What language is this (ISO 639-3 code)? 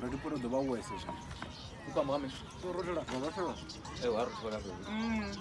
ven